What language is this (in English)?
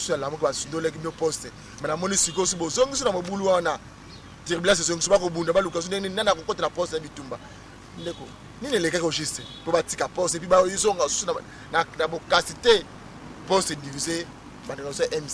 Lingala